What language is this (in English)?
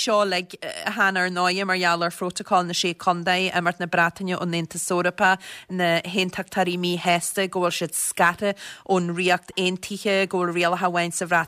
Irish